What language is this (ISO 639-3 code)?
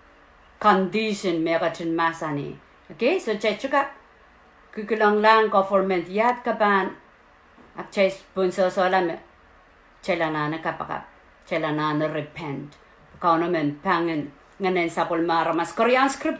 pon